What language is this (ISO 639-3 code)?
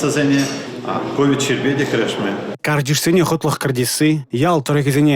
chv